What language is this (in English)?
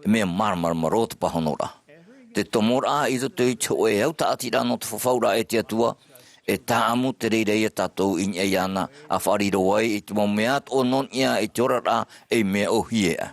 Tahitian